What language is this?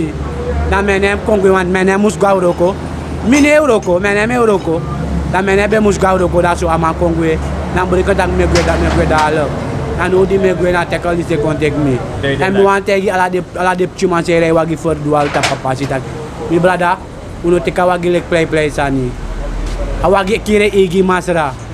Sranan Tongo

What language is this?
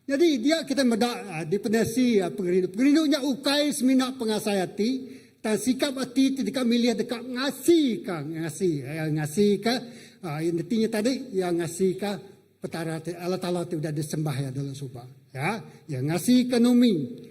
Iban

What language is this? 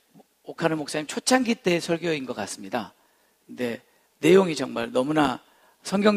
Korean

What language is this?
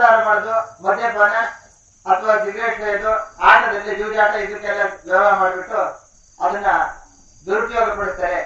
Kannada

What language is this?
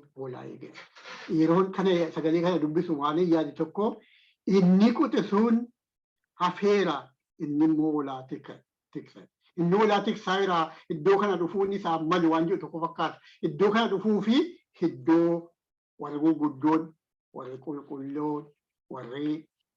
Oromo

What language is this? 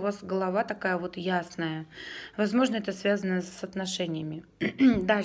Russian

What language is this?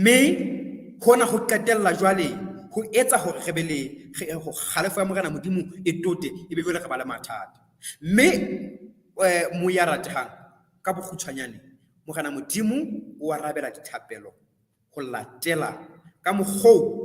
Southern Sotho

